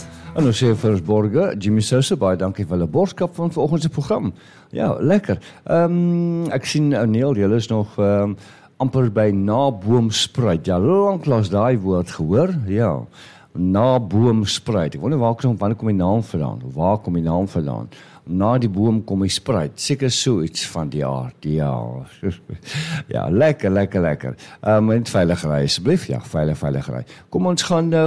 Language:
Afrikaans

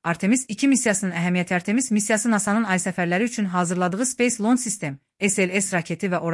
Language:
Azerbaijani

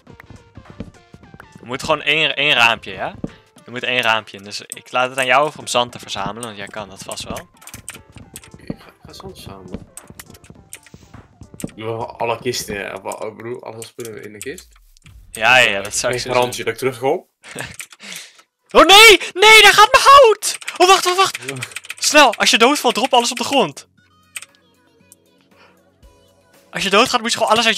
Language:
Dutch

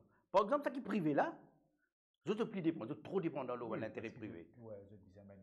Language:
Morisyen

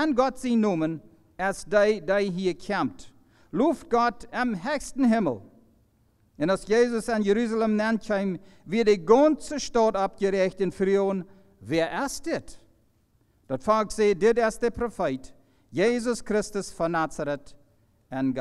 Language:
Plautdietsch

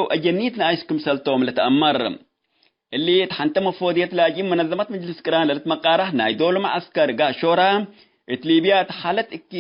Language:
Tigre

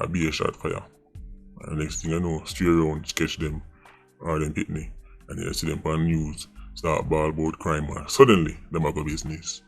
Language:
Jamaican Creole English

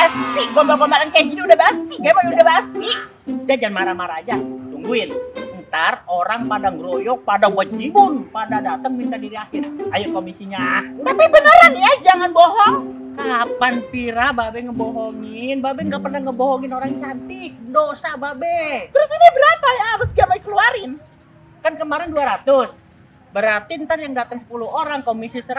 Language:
Betawi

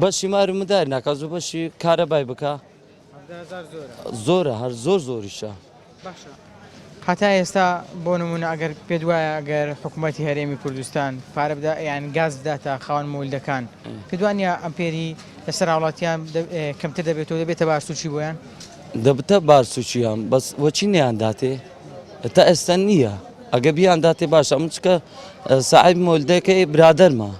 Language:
Central Kurdish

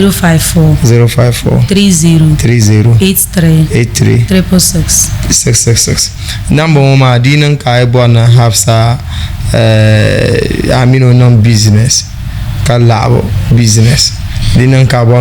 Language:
Dagbani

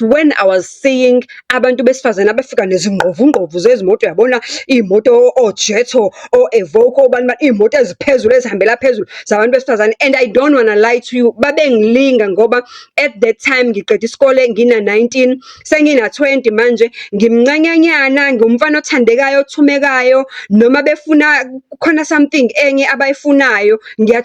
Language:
Zulu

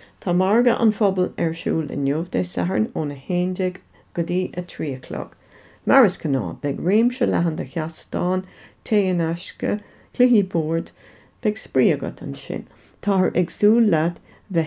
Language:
Irish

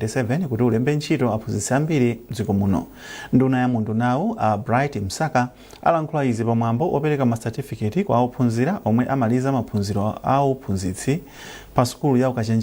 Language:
Nyanja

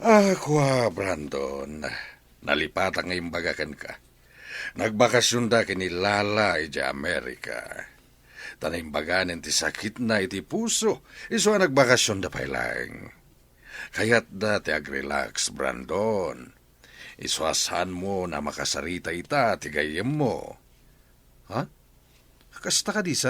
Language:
Iloko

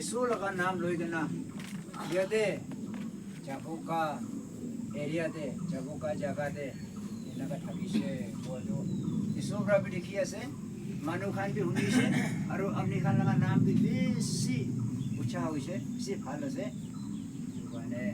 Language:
Naga Pidgin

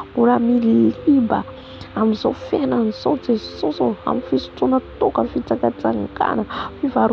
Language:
Malagasy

